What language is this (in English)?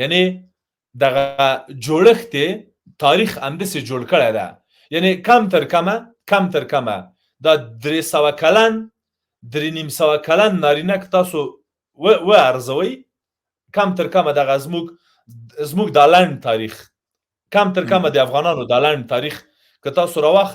Pashto